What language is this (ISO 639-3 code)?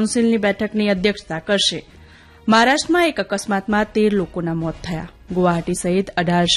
guj